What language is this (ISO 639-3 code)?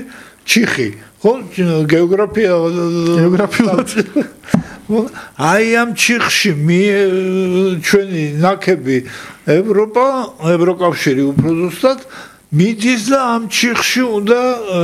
kat